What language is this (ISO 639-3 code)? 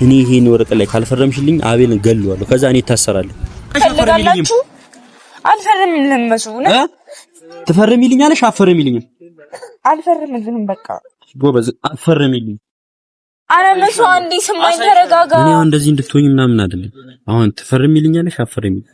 amh